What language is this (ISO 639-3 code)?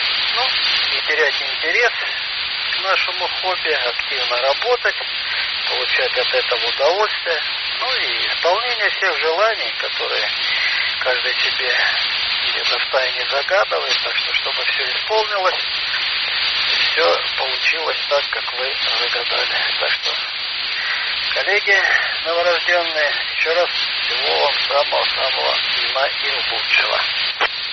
rus